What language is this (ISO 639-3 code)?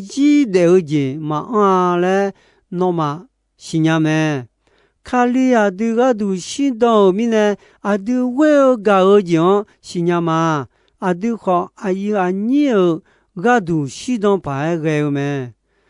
ahk